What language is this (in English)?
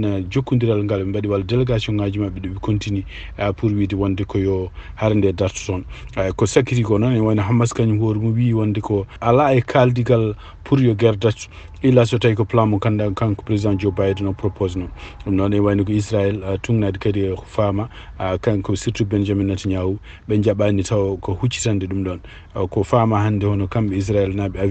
Fula